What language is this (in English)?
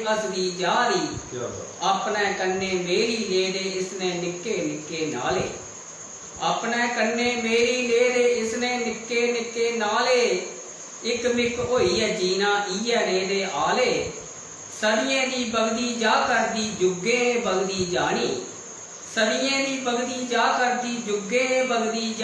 Dogri